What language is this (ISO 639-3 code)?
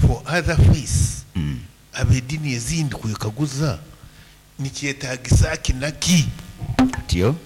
nyn